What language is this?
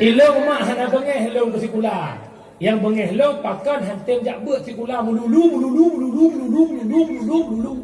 Achinese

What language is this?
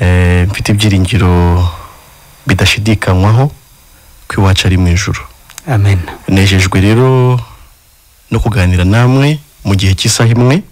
Kinyarwanda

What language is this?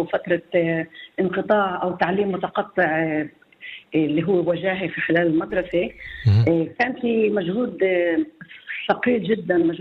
North Levantine Arabic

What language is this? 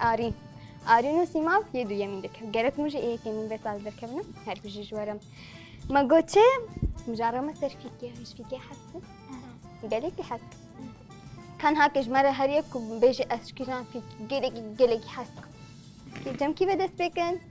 Kurdish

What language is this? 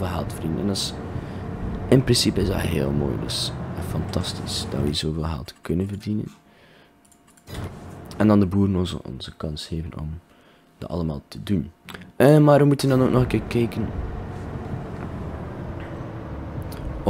Dutch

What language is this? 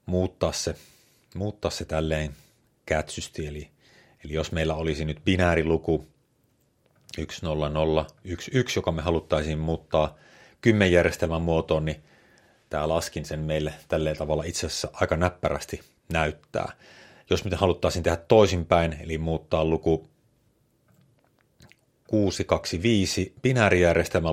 Finnish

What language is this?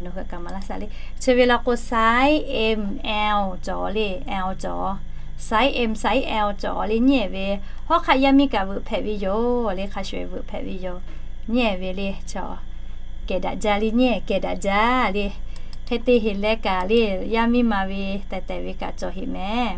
Lahu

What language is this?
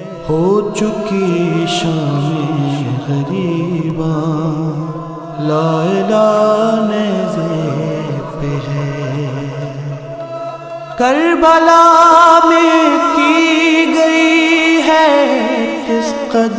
Urdu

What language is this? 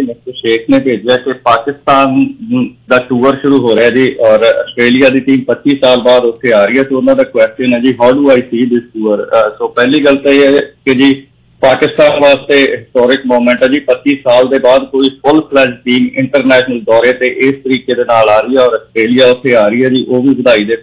Punjabi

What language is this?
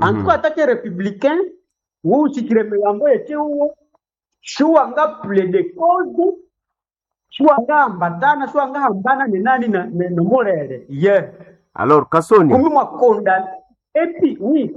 Nande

